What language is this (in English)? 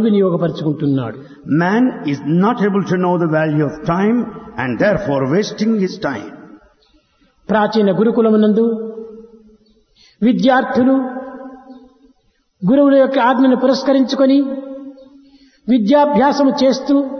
Telugu